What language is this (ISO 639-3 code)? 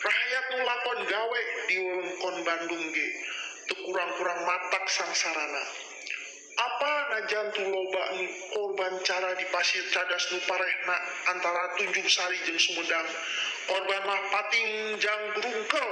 sun